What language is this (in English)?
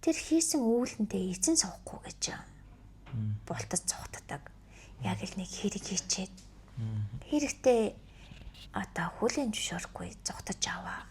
Mongolian